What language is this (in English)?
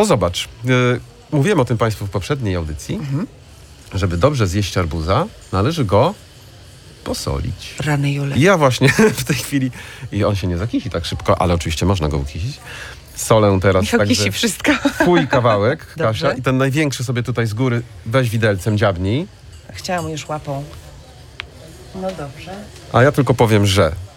Polish